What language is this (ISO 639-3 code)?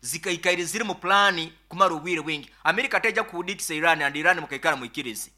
nyn